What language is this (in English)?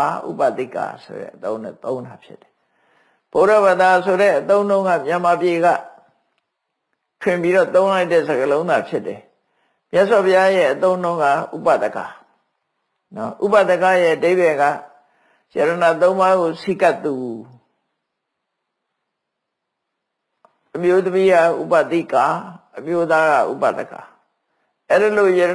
Burmese